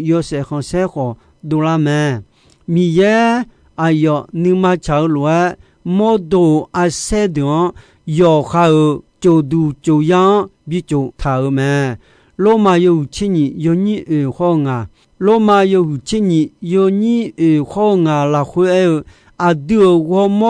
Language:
Akha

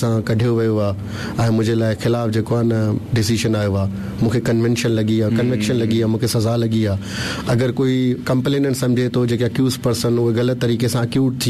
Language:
Sindhi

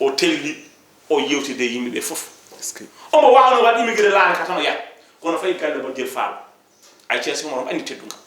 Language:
Fula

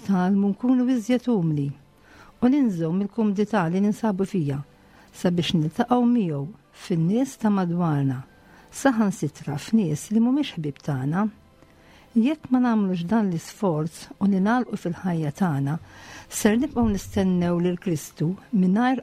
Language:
Maltese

